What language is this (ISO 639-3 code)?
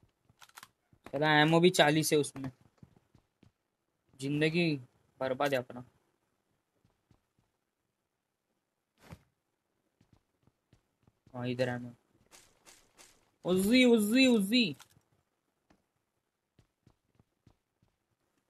hin